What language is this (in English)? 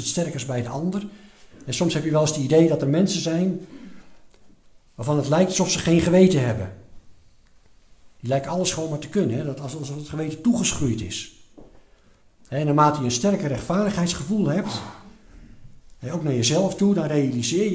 Dutch